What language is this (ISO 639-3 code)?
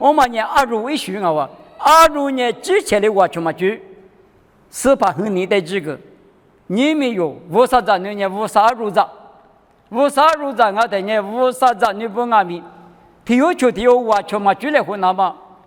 lis